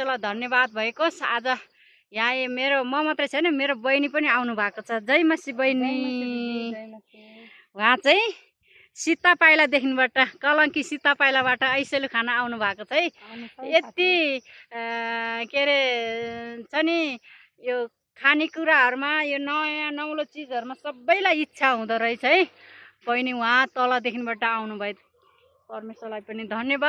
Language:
Nepali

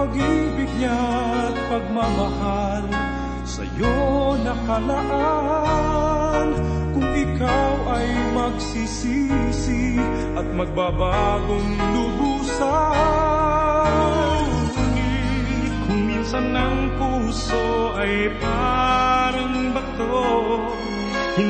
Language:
Filipino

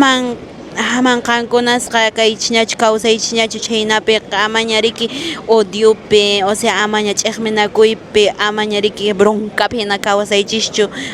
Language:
Quechua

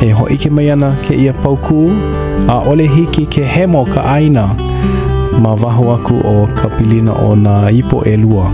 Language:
Hawaiian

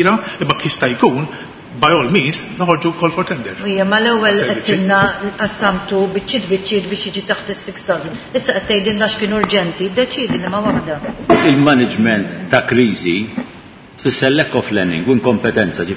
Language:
Maltese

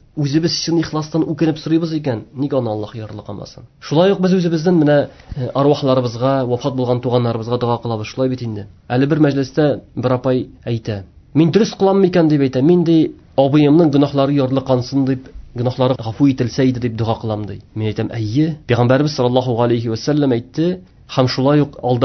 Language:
Tatar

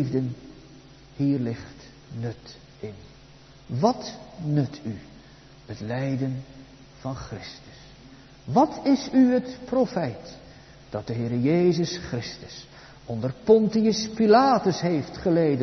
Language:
Dutch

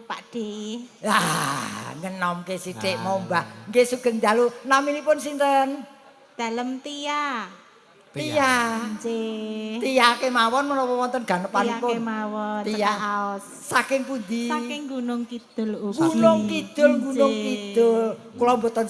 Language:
Javanese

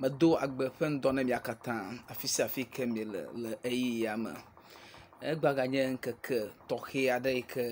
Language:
Ewe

